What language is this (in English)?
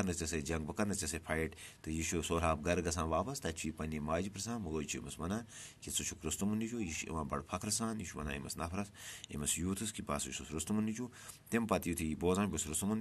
Kashmiri